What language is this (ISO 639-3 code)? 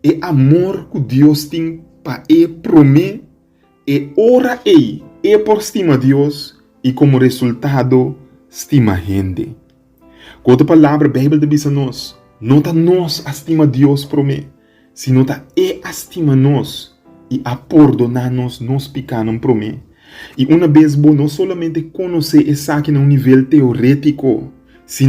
pap